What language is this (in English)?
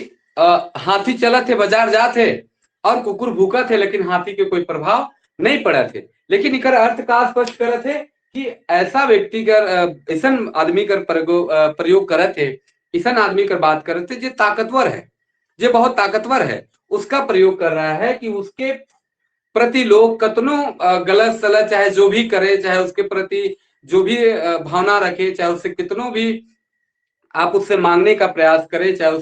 Sadri